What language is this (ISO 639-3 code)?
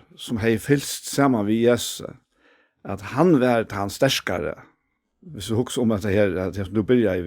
fao